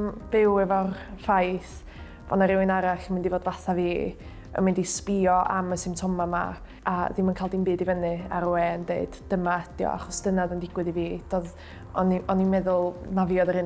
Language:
Welsh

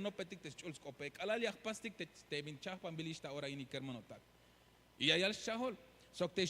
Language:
Tzeltal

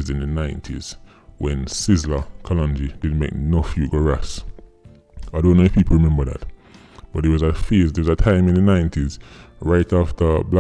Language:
Jamaican Creole English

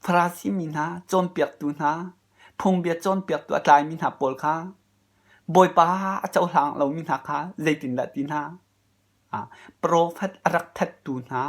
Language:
Hakha Chin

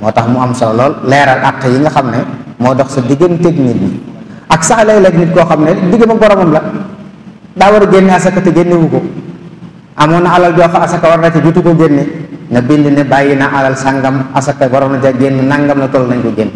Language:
Wolof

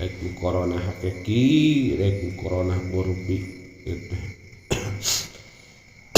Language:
Sundanese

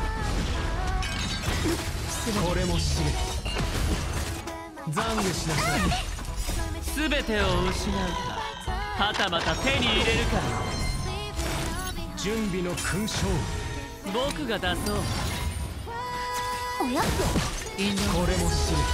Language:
Japanese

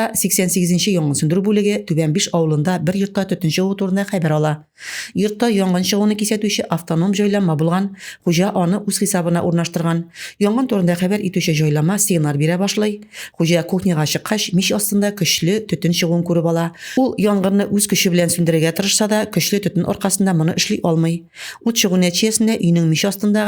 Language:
Tatar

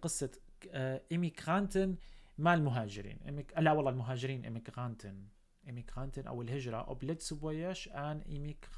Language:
North Levantine Arabic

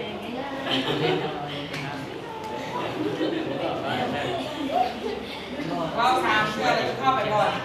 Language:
Lao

